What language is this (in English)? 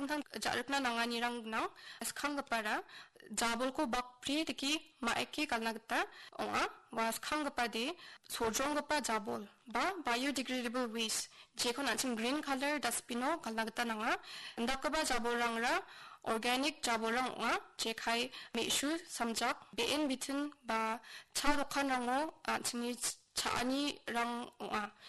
Garo